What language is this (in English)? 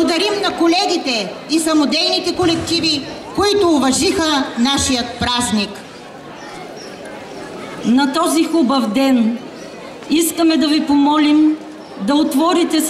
Bulgarian